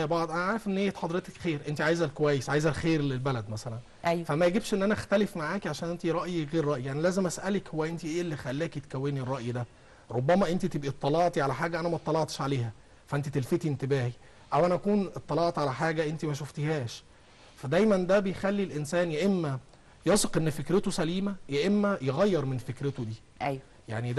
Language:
Egyptian Arabic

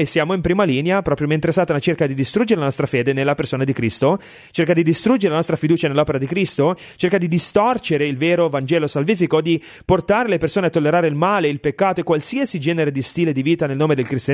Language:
Italian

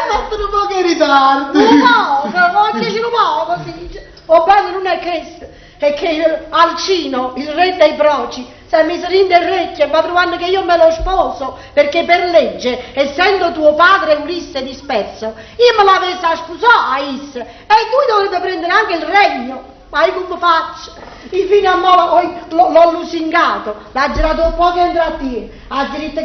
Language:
Neapolitan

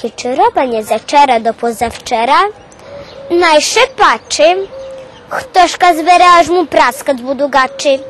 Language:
Rusyn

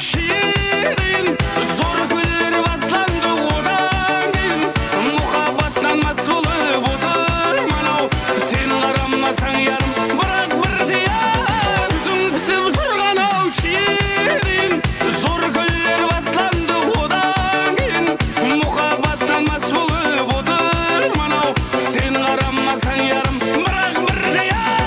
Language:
Kara-Kalpak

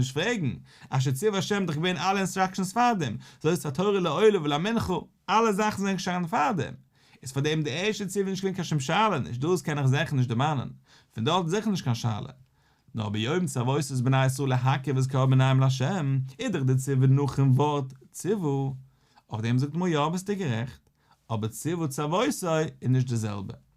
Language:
Yiddish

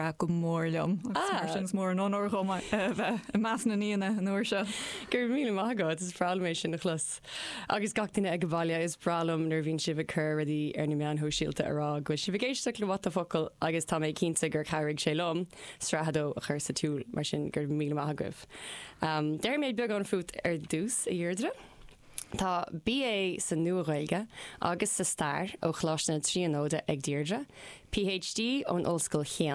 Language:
Irish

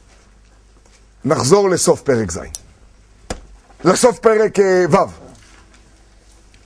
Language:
Hebrew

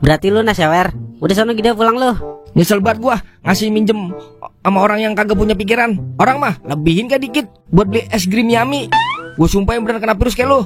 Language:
Betawi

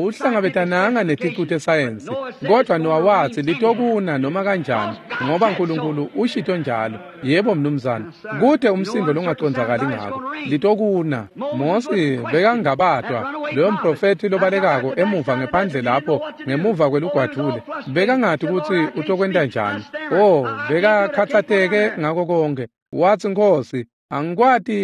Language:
Swati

